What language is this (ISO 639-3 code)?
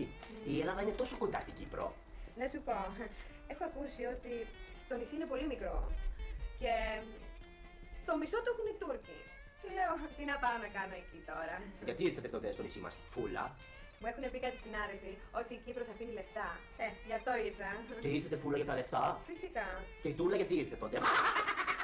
ell